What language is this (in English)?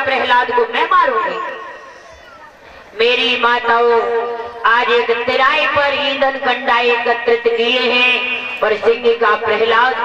Hindi